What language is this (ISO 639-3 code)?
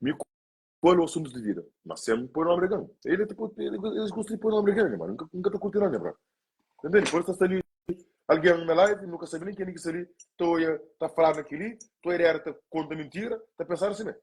kea